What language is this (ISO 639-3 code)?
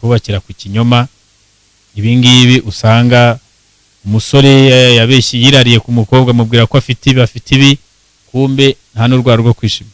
kin